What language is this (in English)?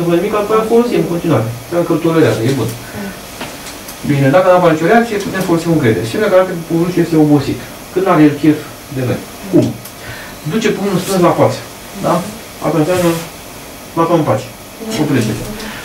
Romanian